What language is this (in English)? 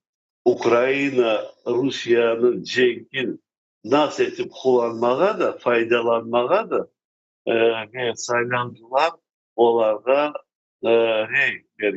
Crimean Tatar